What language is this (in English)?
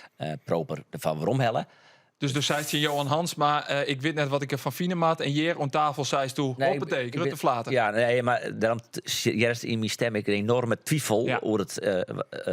Western Frisian